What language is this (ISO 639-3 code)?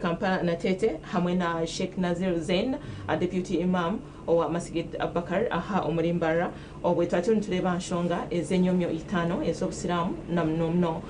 nyn